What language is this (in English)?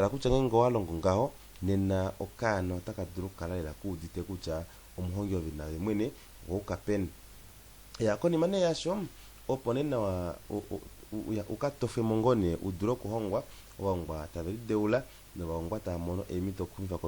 Kuanyama